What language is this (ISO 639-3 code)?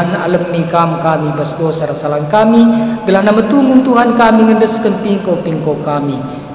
btx